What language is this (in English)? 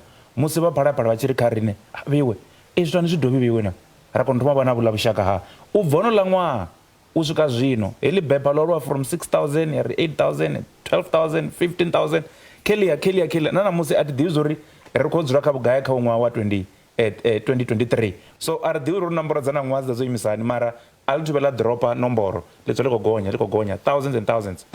Venda